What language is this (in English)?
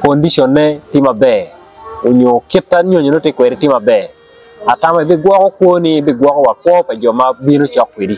Acoli